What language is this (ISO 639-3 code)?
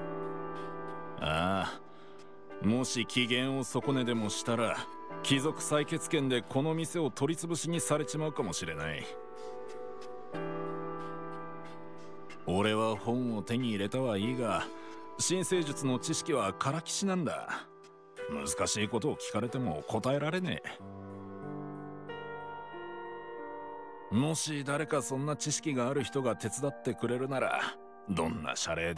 jpn